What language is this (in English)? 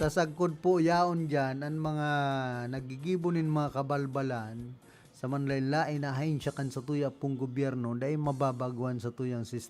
Bikol